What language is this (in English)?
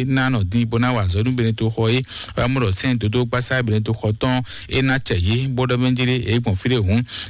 Fon